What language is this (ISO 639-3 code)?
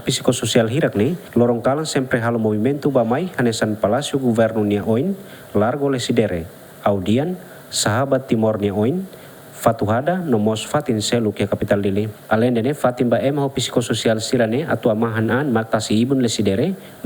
tet